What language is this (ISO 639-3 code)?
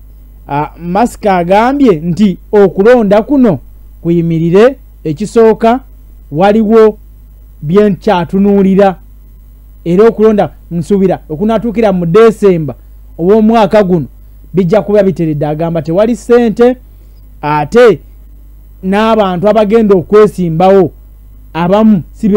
lug